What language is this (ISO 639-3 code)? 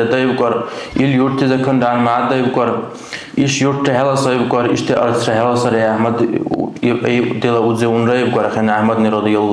dar